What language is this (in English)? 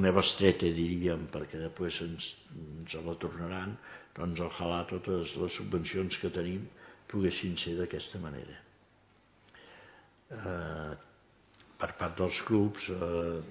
Catalan